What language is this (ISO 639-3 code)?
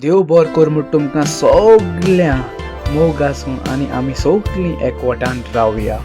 kok